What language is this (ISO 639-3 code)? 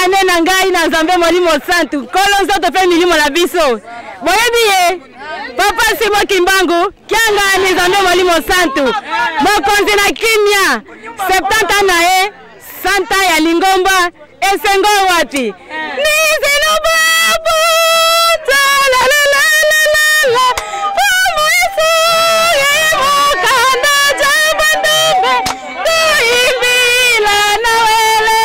lin